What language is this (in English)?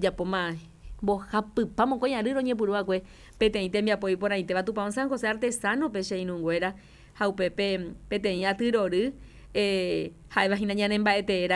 Guarani